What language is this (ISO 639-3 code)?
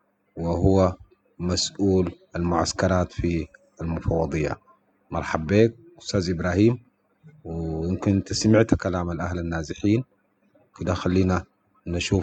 apd